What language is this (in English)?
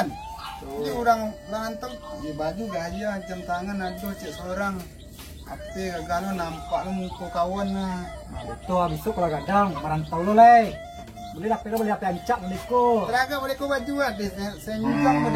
Minangkabau